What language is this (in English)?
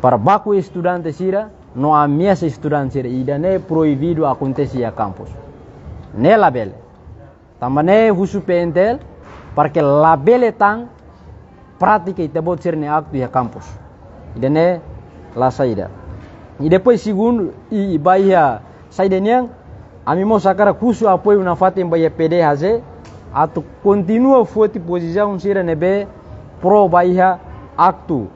Tetum